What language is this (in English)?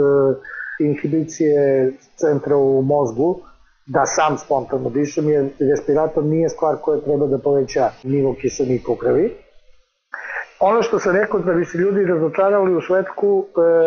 Serbian